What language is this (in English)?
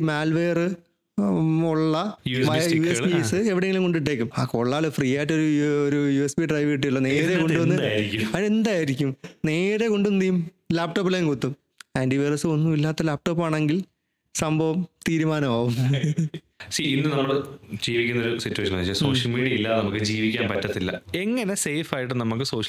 Malayalam